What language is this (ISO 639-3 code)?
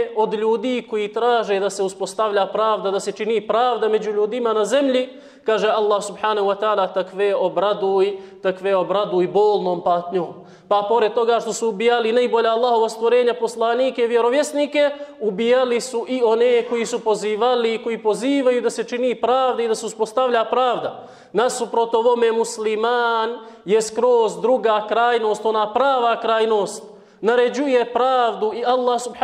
bos